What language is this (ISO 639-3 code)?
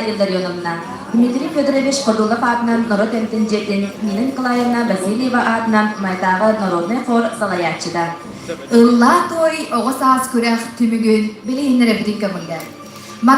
sah